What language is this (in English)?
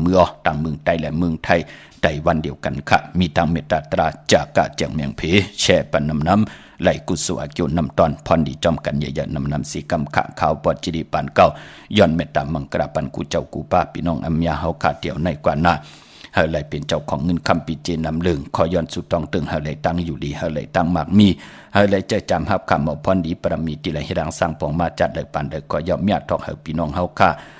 Shan